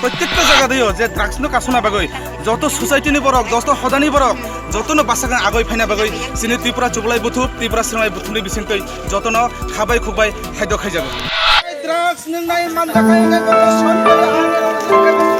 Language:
Kok Borok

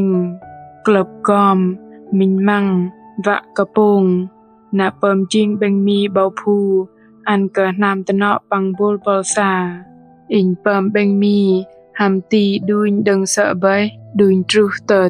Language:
Bahnar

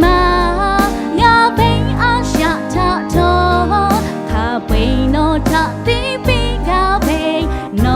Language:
Lahu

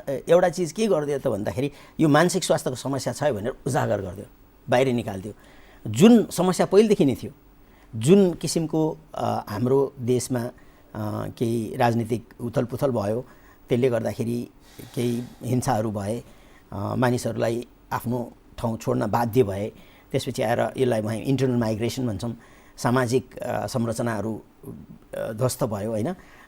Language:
Nepali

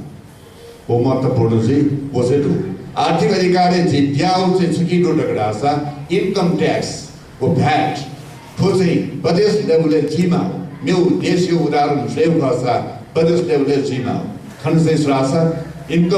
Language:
Newari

